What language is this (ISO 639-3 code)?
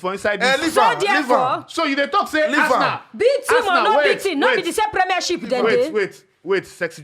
pcm